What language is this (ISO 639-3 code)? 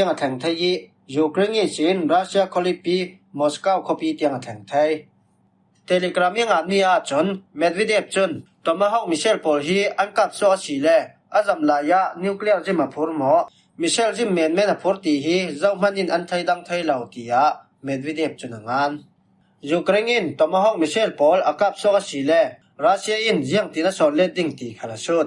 cfm